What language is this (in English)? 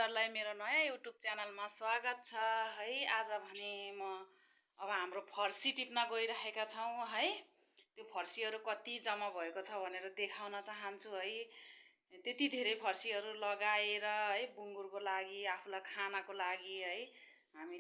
Nepali